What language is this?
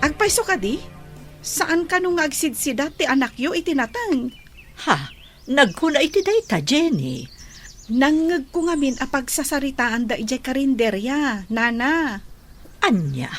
Iloko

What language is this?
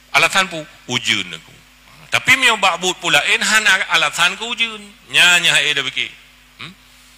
Achinese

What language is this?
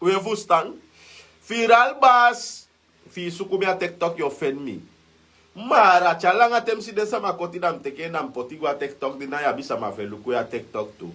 Sranan Tongo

